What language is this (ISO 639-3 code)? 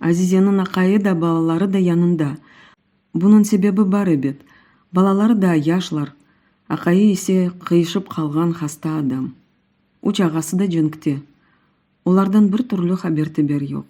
crh